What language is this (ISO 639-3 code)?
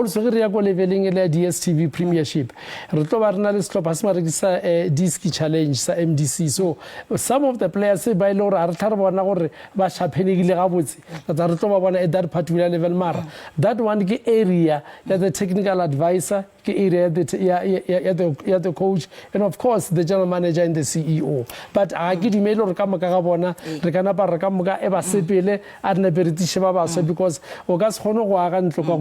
nso